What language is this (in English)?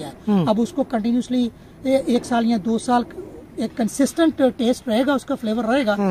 Hindi